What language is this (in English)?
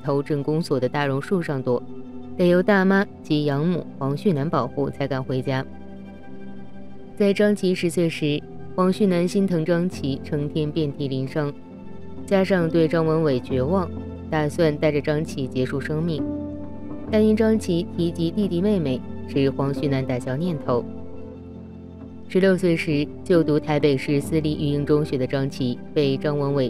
Chinese